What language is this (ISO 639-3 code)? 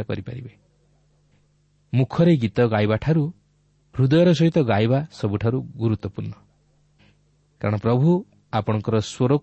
ori